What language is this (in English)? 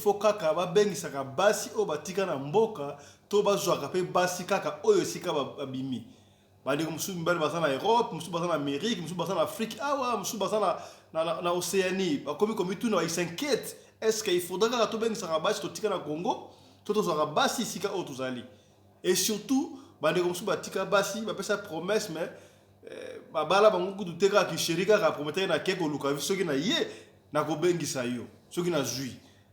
Lingala